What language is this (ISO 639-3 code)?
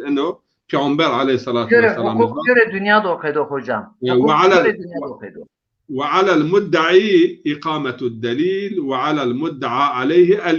zza